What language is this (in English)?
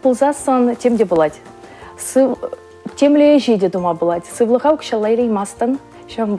Chuvash